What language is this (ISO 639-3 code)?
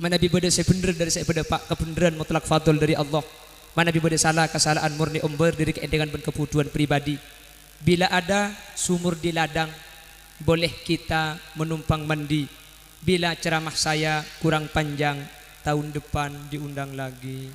mad